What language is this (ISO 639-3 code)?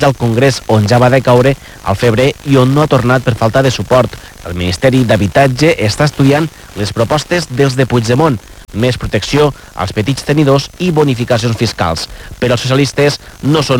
cat